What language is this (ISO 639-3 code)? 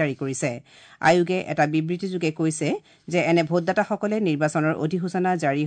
asm